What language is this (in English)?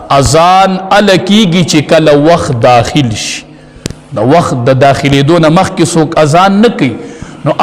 Pashto